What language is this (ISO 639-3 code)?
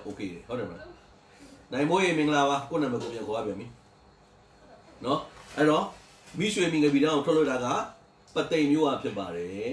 mya